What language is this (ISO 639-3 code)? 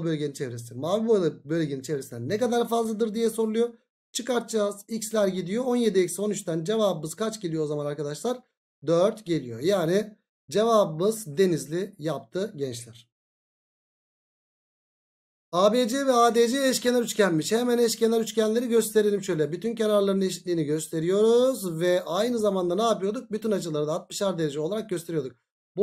tur